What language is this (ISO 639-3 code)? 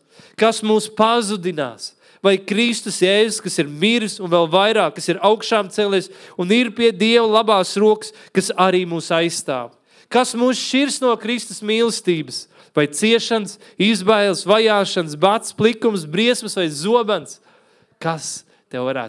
lav